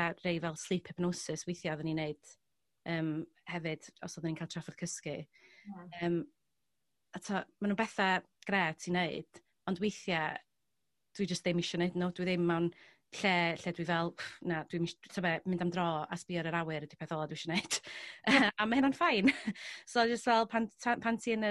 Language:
Welsh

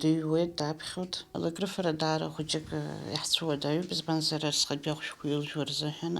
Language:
Abkhazian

